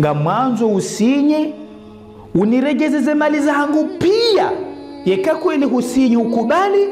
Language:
Ngazidja Comorian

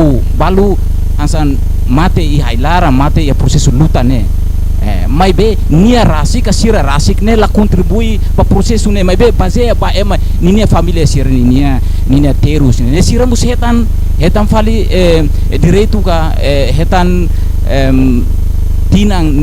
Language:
Tetum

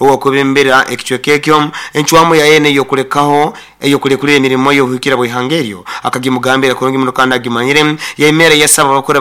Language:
Nyoro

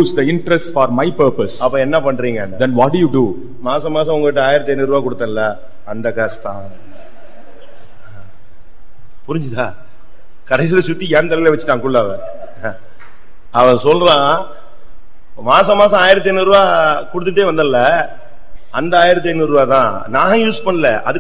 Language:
Tamil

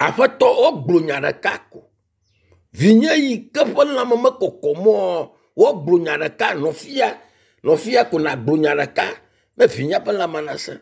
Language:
Ewe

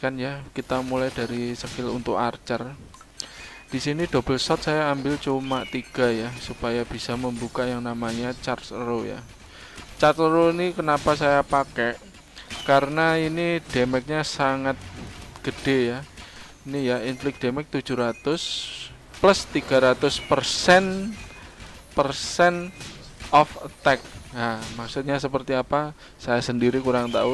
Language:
Indonesian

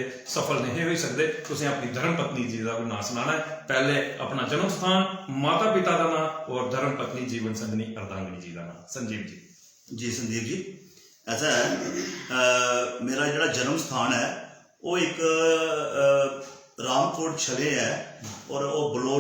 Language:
Dogri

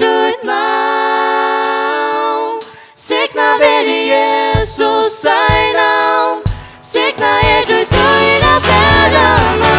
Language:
Faroese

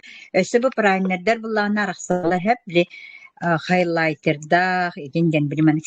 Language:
Yakut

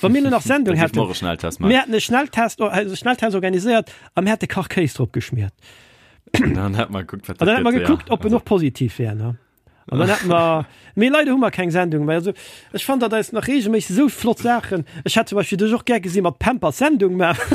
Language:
Luxembourgish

